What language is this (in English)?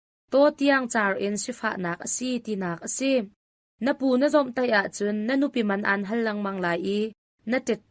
Hakha Chin